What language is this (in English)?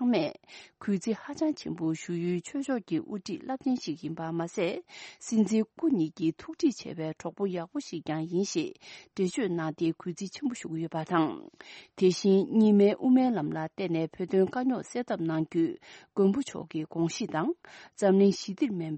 Tibetan